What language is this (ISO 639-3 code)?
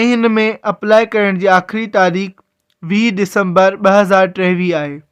snd